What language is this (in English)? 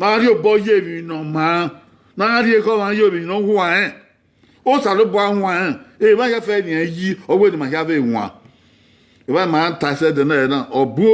Bini